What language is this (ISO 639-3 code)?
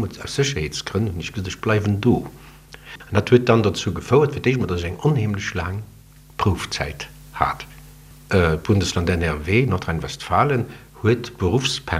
ltz